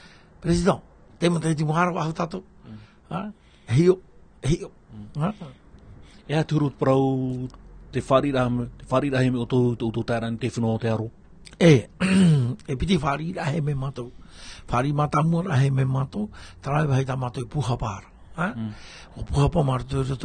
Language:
Tahitian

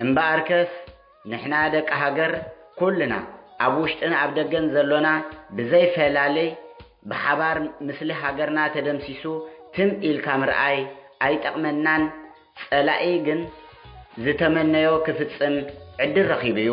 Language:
Tigrinya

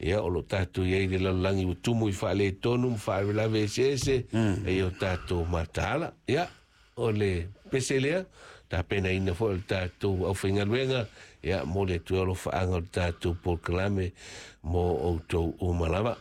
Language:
Samoan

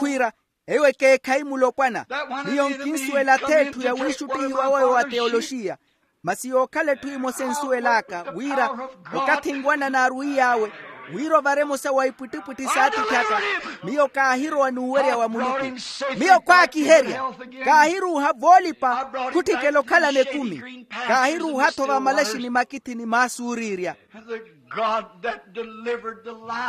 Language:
Makhuwa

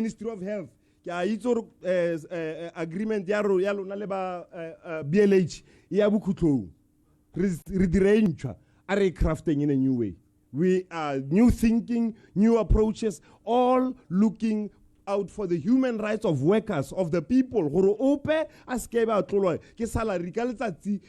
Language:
Tswana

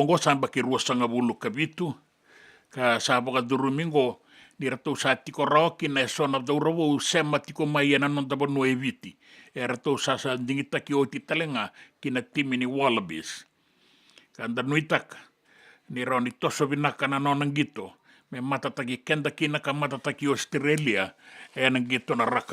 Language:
Fijian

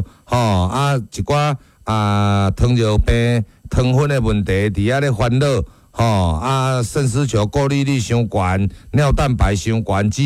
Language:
Min Nan Chinese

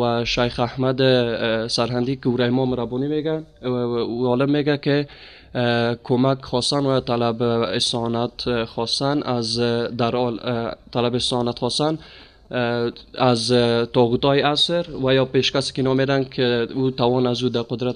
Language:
Persian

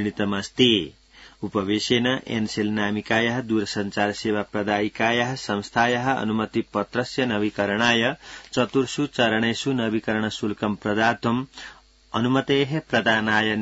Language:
Sanskrit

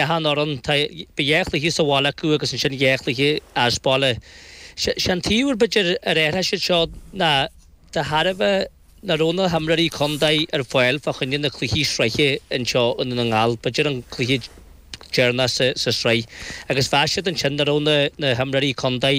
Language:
Irish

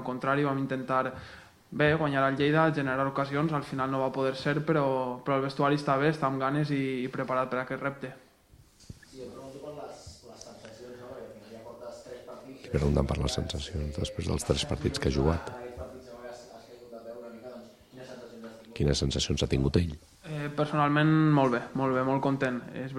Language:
Catalan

